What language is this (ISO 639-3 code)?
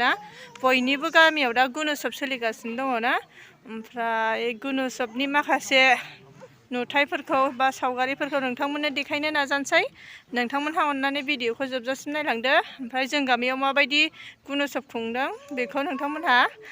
brx